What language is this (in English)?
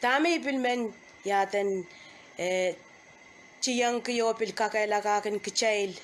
Pohnpeian